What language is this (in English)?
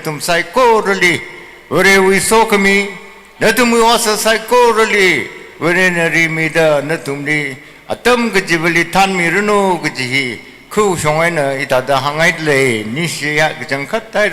Tangkhul Naga (India)